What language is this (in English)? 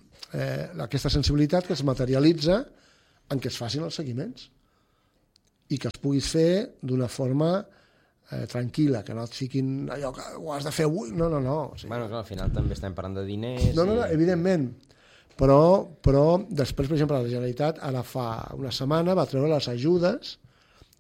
Catalan